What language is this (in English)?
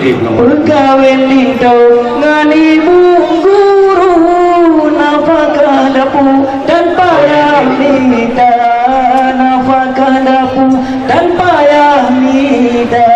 Achinese